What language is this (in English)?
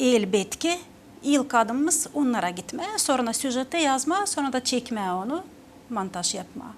Gagauz